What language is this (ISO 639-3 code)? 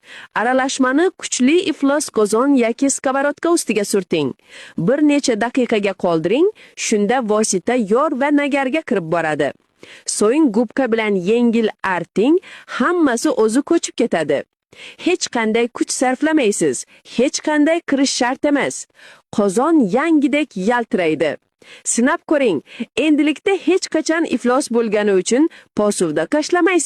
uzb